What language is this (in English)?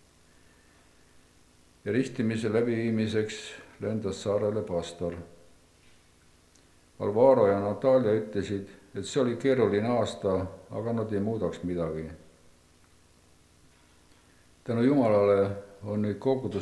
Estonian